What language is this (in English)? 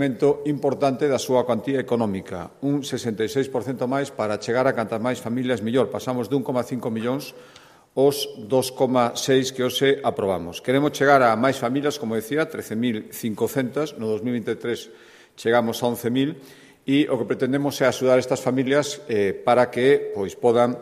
Galician